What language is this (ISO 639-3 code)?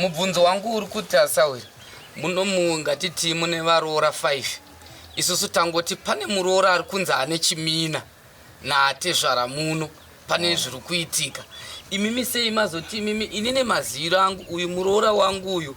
sna